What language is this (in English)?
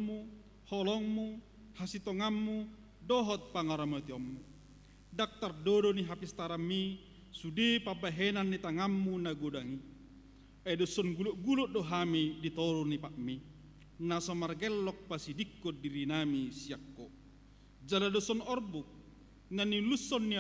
Batak Toba